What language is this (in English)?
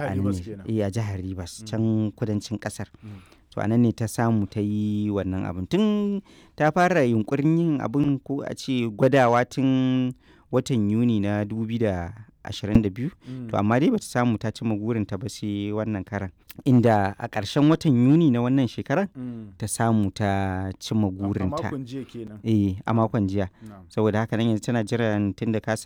Hausa